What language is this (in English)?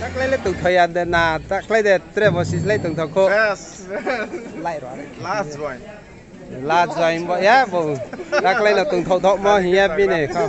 Riang (India)